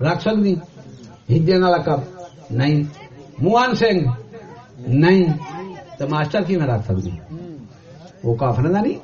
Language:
Saraiki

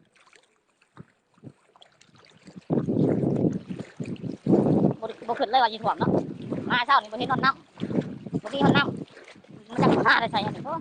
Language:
Lao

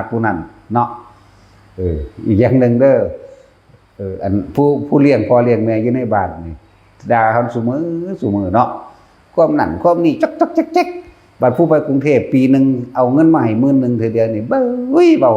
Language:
Northeastern Thai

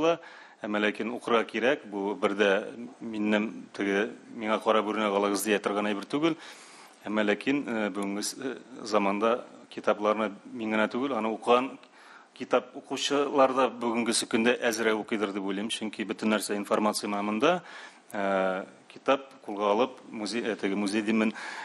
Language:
Tatar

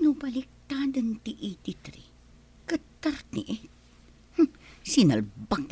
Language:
Iloko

